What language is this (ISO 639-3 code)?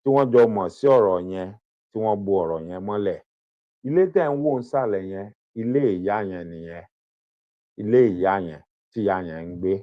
yor